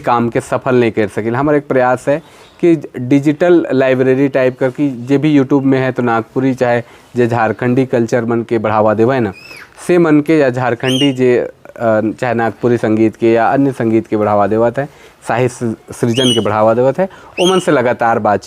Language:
Sadri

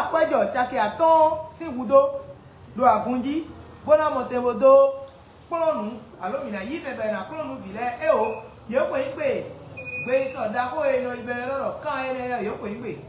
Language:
Fon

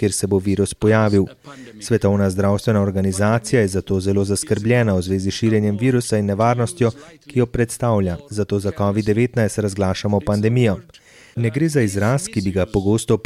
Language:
Slovenian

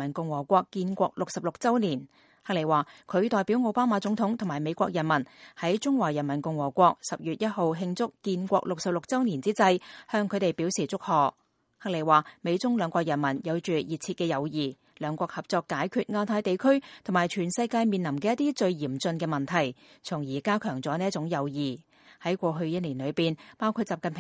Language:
Cantonese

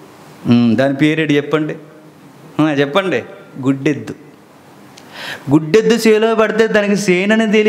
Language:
Telugu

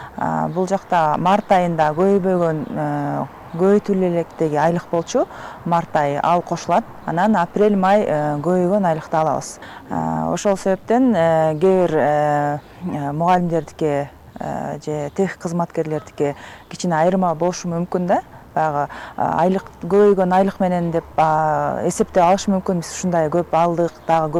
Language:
Kyrgyz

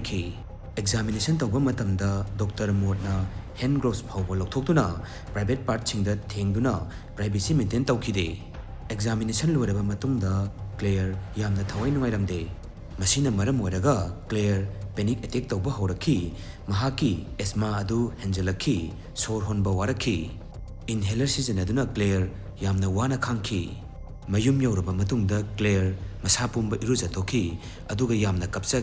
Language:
Manipuri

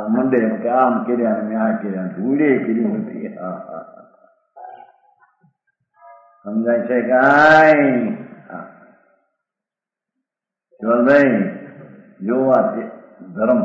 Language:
Gujarati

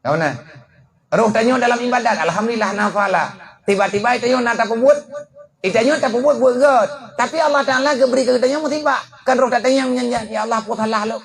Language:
Achinese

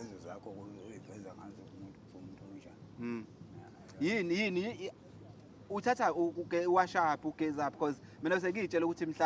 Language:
Zulu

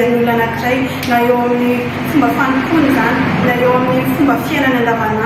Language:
Malagasy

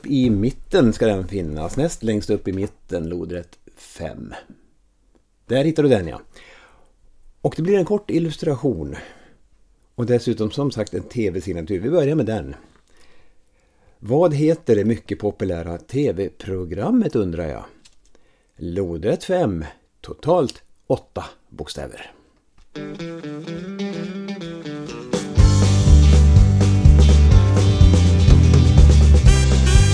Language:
Swedish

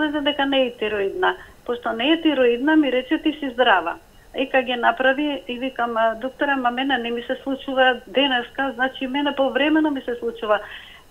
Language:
Macedonian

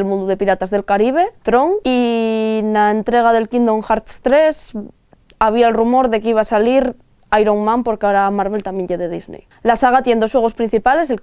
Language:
Asturian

